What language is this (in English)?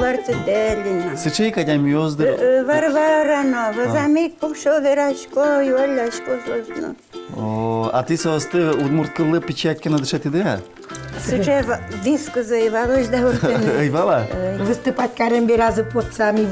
Udmurt